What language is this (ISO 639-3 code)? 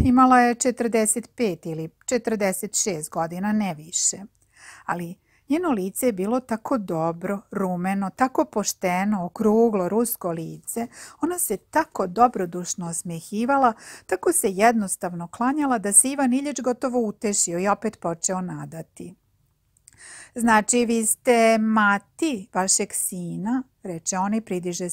srp